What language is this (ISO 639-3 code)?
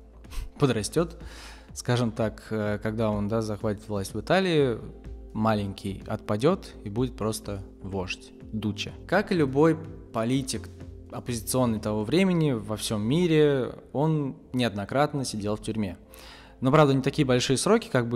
rus